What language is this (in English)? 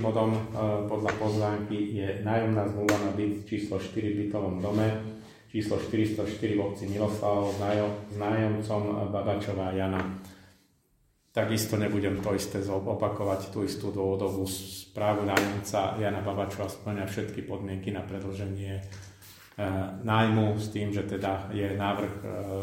Slovak